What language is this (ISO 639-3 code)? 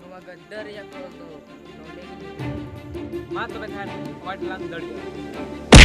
sat